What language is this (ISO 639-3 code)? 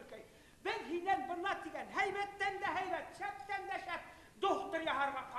bak